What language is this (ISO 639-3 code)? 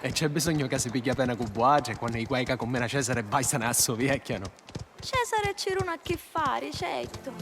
scn